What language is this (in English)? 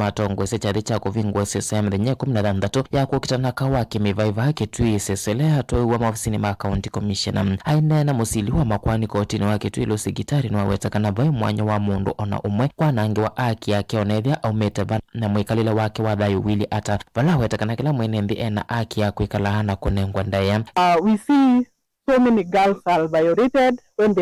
Kamba